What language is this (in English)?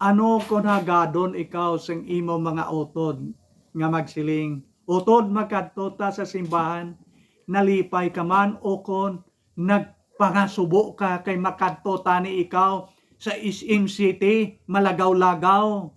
Hiligaynon